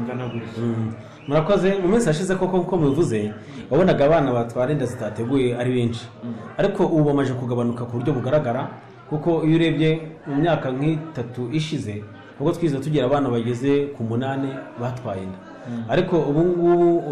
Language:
Kinyarwanda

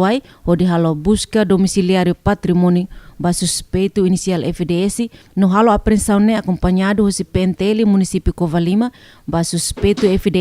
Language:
Tetum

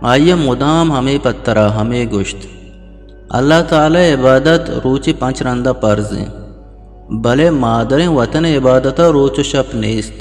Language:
Eastern Balochi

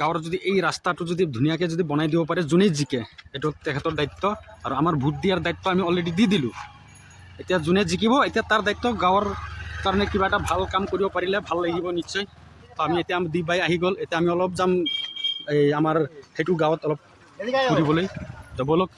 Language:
Assamese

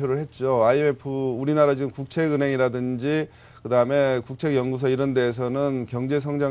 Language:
Korean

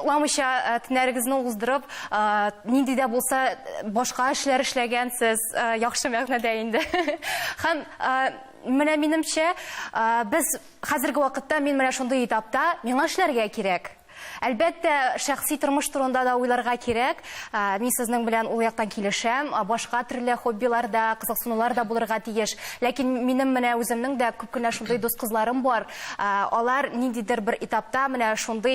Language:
Tatar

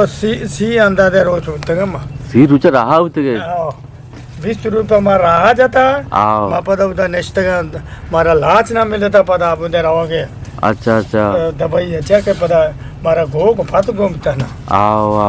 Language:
Eastern Balochi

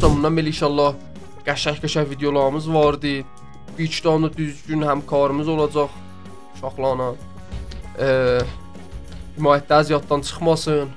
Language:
South Azerbaijani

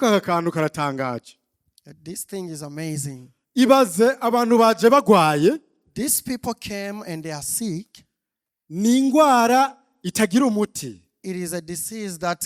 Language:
Rundi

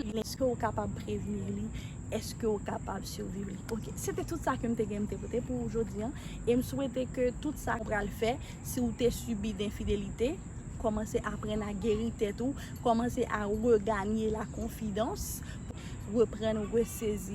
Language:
Haitian Creole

